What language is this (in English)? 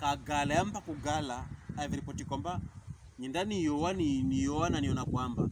Pokomo